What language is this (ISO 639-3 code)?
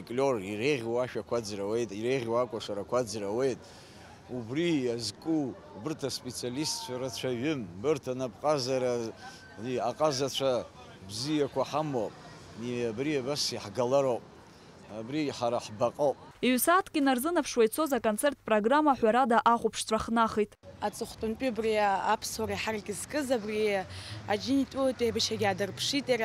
abk